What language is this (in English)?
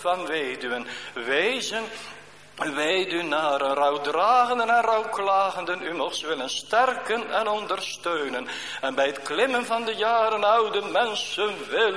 Dutch